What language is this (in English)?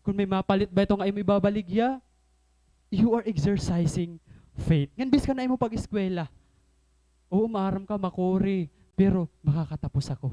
Waray